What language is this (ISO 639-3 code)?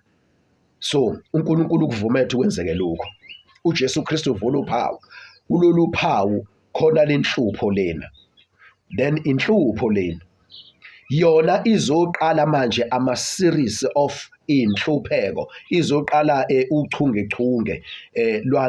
zul